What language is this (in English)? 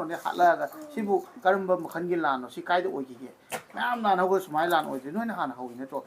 Manipuri